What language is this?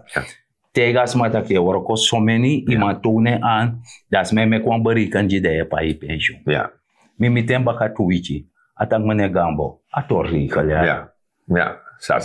Sranan Tongo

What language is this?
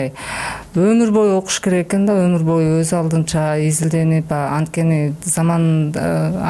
Kyrgyz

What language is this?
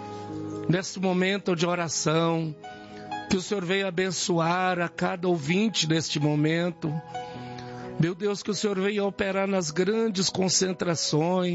Portuguese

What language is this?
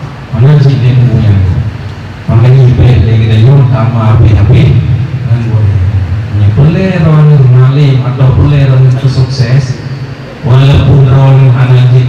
Achinese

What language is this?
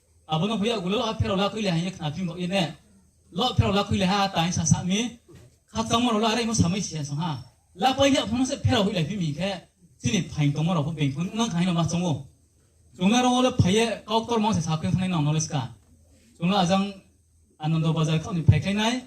Riang (India)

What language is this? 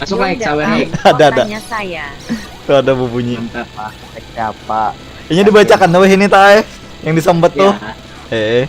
Banjar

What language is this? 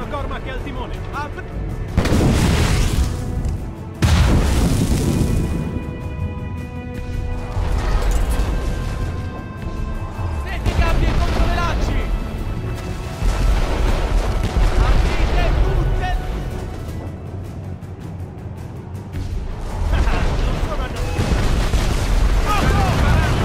Italian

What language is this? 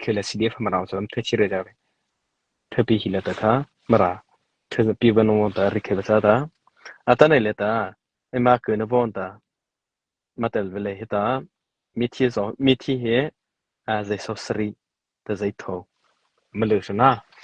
Mara Chin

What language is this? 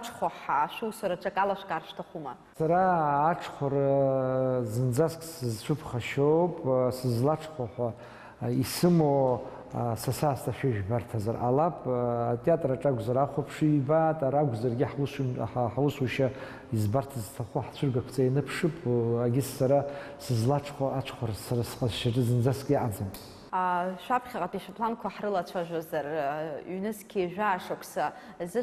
Abkhazian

